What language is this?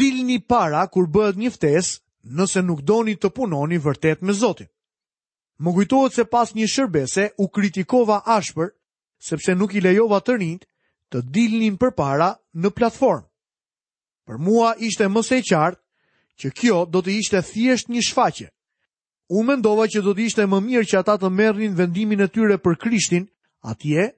Albanian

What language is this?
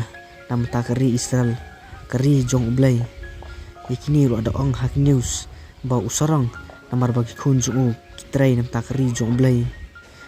Khasi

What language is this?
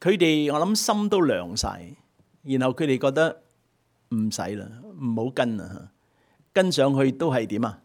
Cantonese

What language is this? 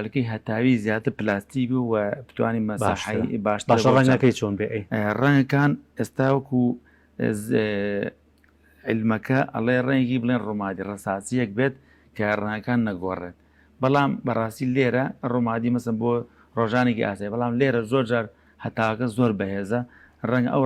Central Kurdish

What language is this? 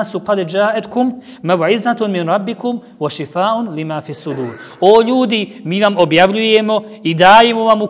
Bosnian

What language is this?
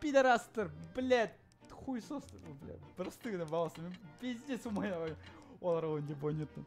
Yakut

